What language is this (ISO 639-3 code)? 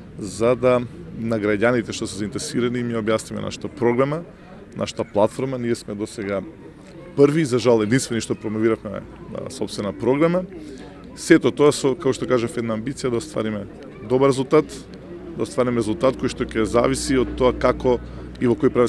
mkd